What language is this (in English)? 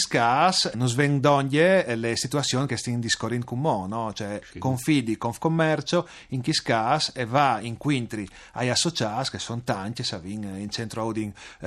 Friulian